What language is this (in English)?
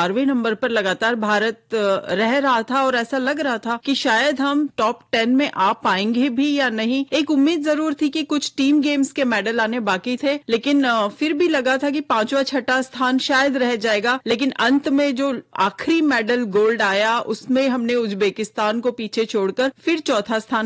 Hindi